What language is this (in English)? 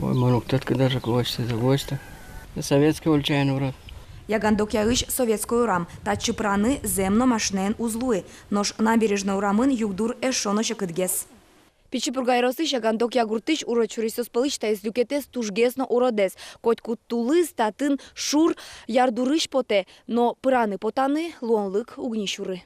Udmurt